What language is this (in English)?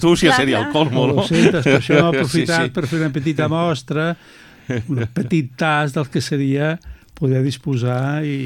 Catalan